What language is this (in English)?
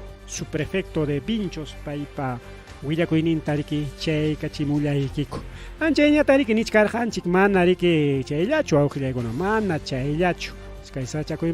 Ayacucho Quechua